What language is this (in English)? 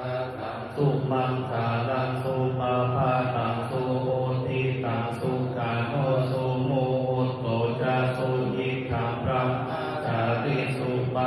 Pali